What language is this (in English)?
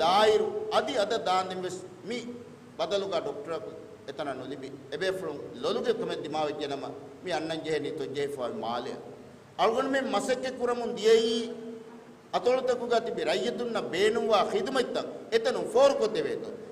Divehi